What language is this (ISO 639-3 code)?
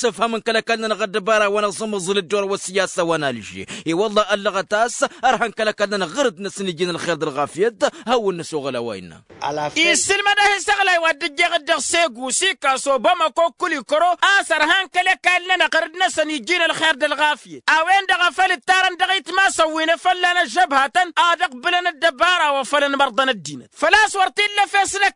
taq